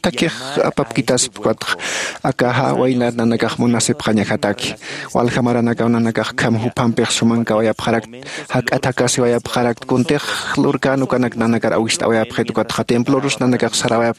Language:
Aymara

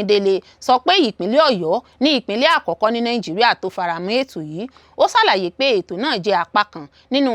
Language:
Yoruba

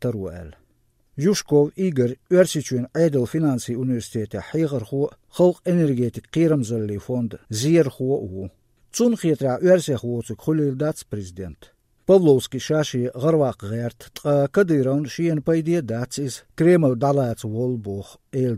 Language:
Chechen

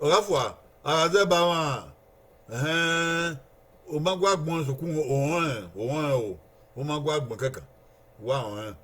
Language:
Bini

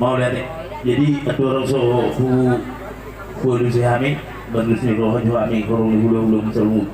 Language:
Batak Toba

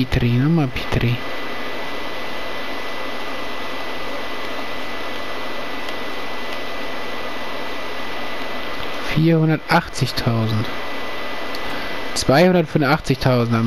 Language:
German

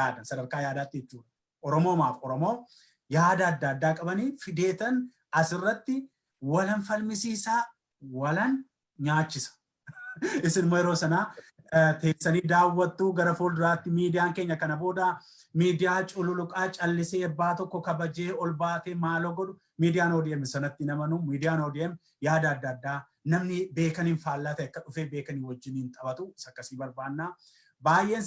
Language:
Oromo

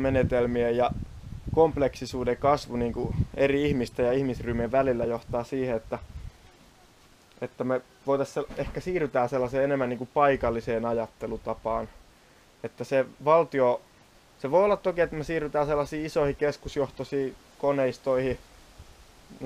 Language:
Finnish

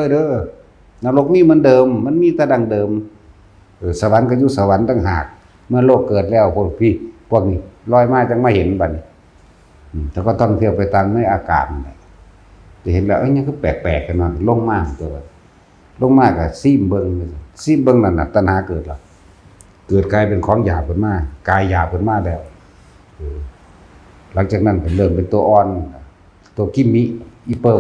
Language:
Northeastern Thai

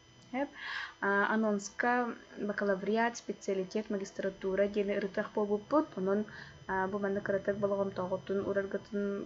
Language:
Yakut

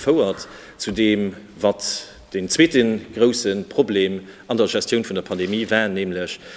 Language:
Luxembourgish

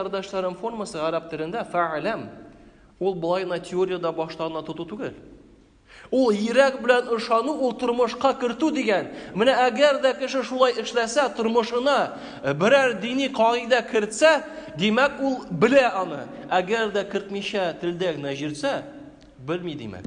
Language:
Tatar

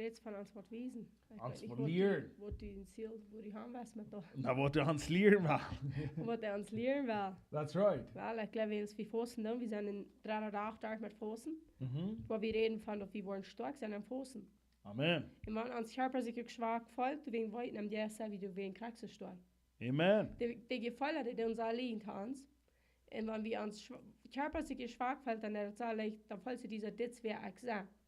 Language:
Plautdietsch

